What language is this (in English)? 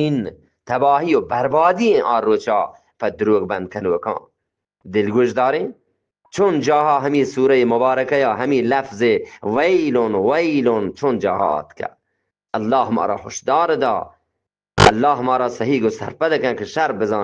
Eastern Balochi